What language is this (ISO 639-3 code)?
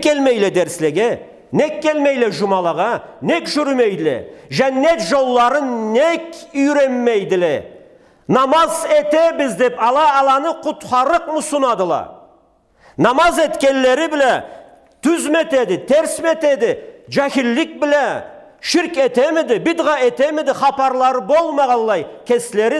krc